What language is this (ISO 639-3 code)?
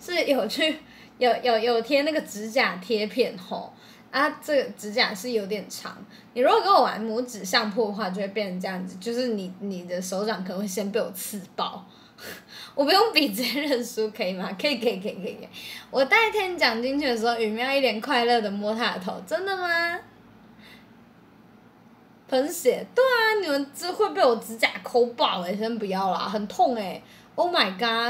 zho